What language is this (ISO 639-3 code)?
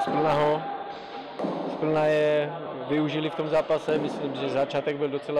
ces